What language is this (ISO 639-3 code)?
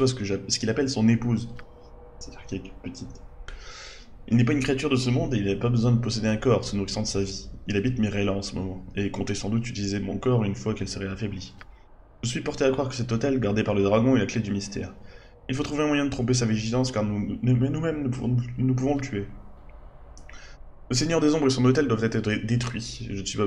fra